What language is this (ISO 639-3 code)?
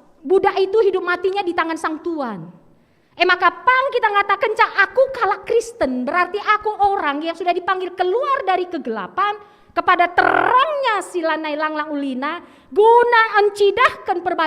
btx